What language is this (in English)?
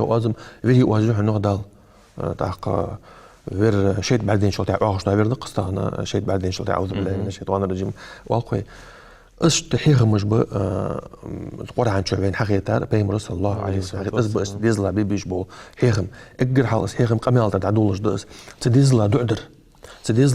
Ingush